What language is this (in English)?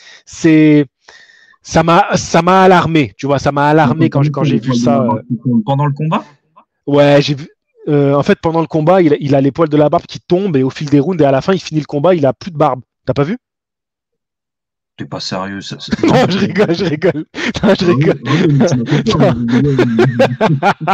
French